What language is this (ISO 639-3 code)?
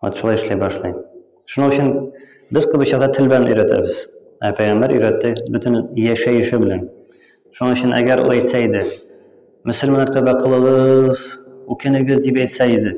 tat